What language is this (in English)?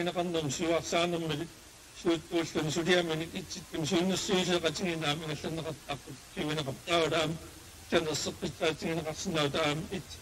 Kalaallisut